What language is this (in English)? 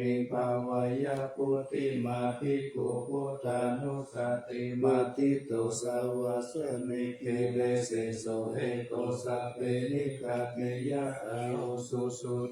Pali